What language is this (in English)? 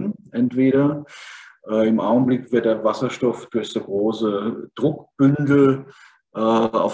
German